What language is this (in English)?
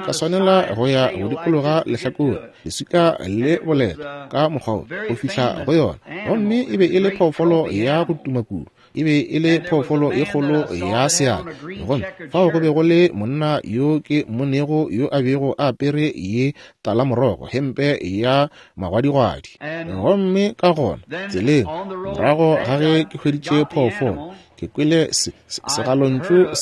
Northern Sotho